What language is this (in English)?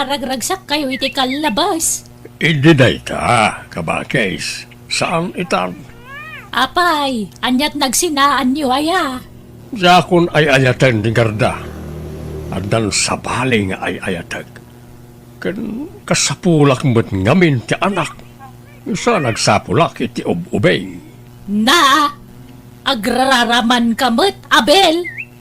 Iloko